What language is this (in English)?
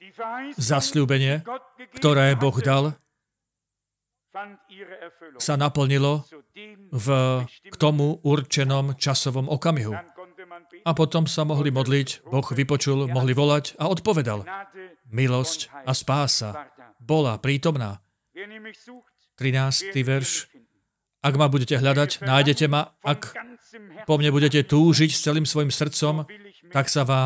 Slovak